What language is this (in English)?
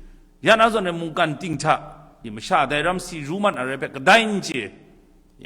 Kachin